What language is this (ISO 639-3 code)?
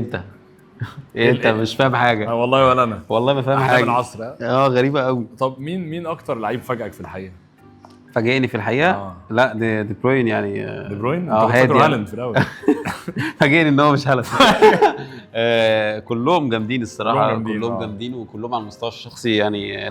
arz